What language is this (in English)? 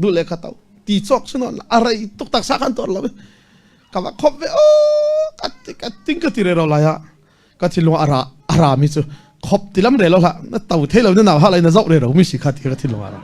Falam Chin